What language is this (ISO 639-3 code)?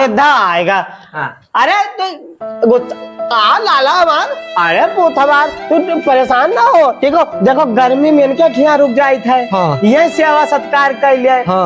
awa